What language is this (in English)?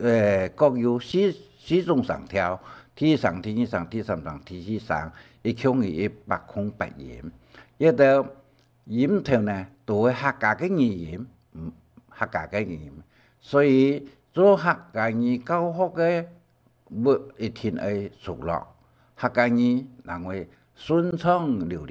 Hakka Chinese